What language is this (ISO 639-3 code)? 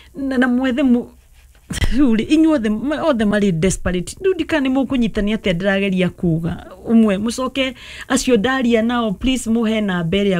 kik